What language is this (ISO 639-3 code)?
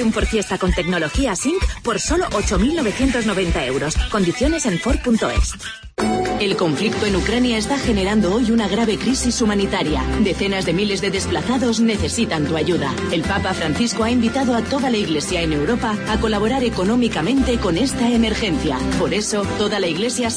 spa